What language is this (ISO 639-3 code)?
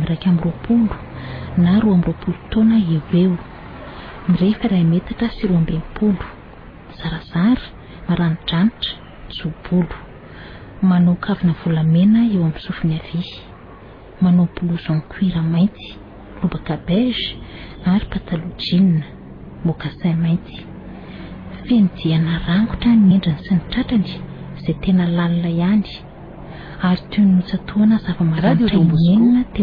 mlg